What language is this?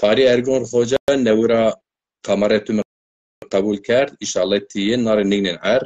Zaza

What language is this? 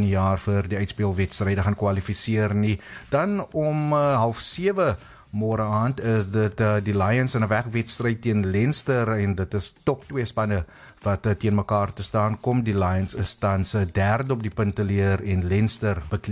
Afrikaans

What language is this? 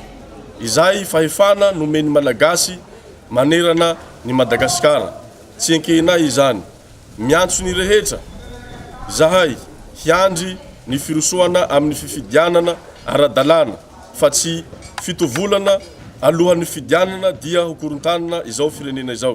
Malagasy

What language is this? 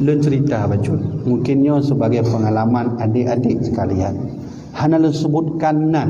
Achinese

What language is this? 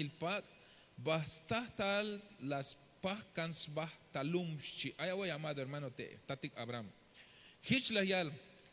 Tzeltal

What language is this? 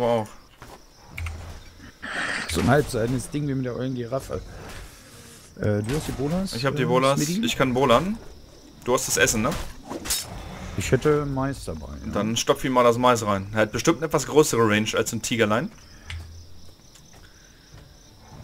German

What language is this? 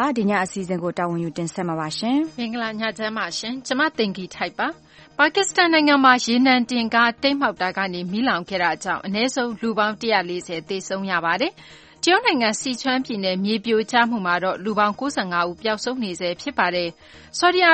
Burmese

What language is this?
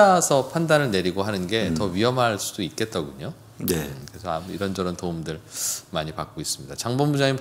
Korean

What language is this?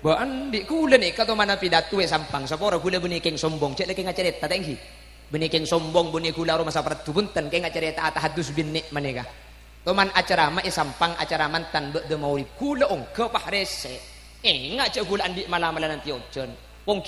Madurese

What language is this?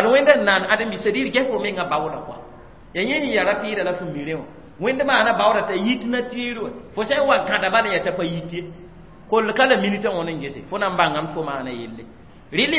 Mossi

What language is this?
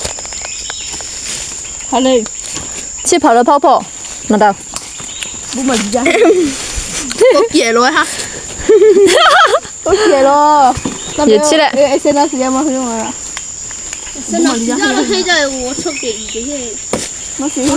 Lahu Shi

